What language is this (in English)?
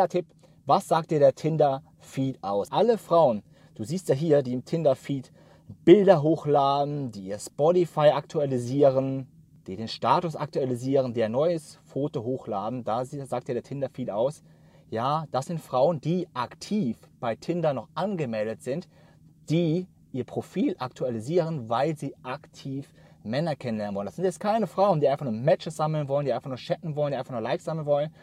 German